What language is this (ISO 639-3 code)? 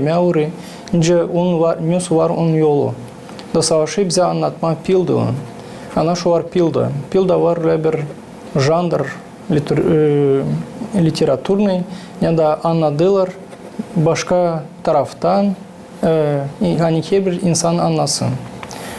gag